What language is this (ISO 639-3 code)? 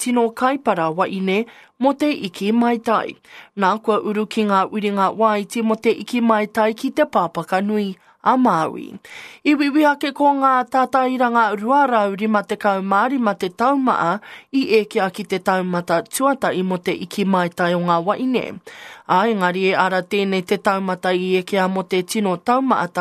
mri